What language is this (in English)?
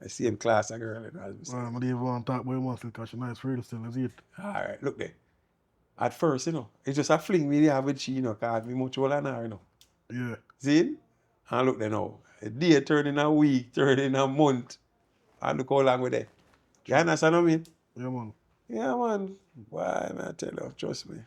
Jamaican Creole English